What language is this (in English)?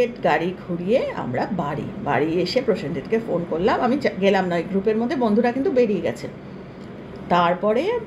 Bangla